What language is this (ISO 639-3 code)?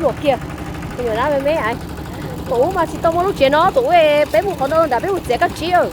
hmn